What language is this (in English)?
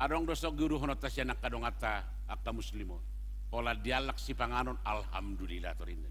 Batak Toba